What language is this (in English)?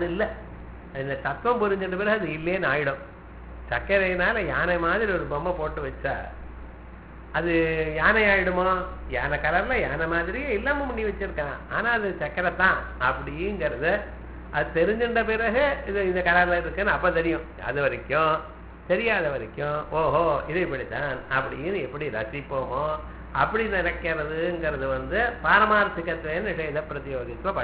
Tamil